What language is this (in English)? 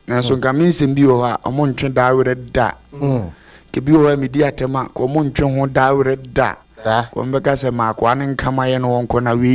Akan